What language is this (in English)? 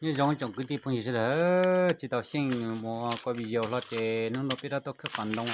Hmong